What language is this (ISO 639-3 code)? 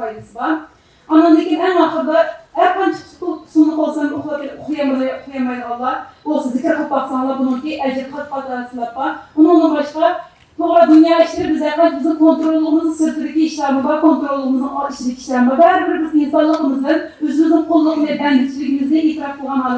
uig